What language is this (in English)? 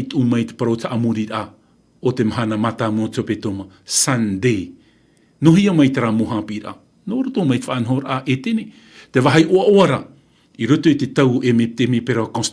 Tahitian